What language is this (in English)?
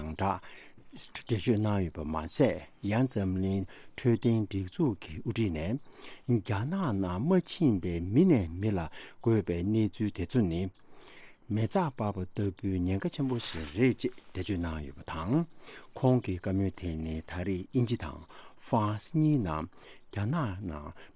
Tibetan